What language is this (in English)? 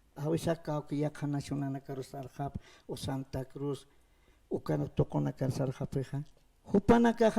Aymara